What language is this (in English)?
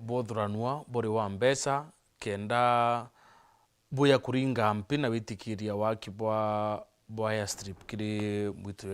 Meru